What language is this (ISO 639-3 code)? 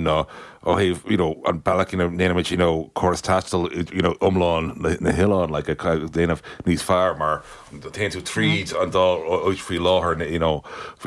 gle